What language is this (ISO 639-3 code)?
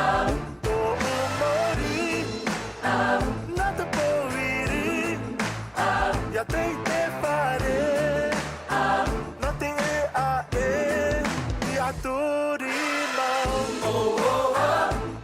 tah